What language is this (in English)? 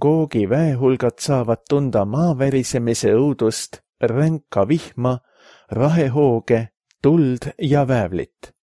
Estonian